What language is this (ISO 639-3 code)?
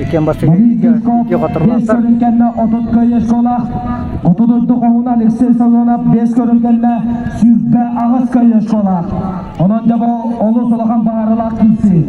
sah